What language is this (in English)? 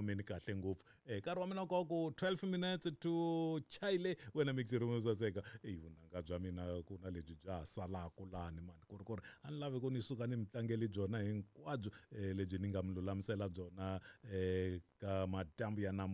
Tsonga